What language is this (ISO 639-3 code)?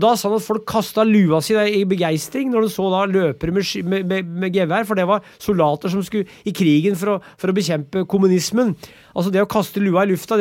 nor